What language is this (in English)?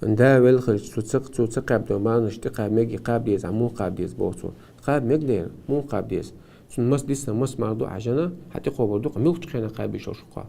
Chechen